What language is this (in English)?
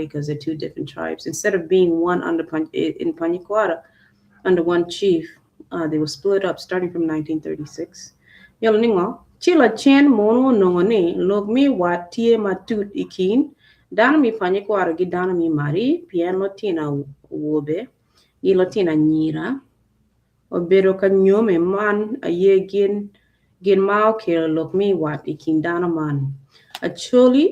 Acoli